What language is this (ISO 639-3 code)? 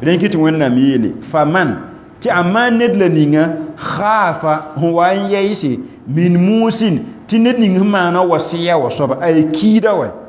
mos